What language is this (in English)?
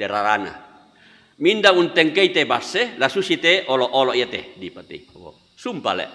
Toraja-Sa'dan